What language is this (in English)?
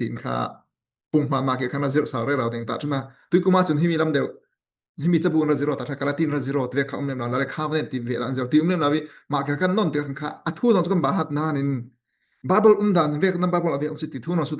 Falam Chin